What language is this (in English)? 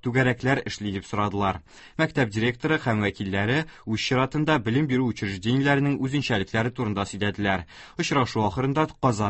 Tatar